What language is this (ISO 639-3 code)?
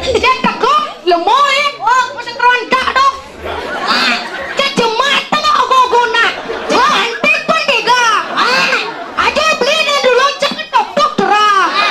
ban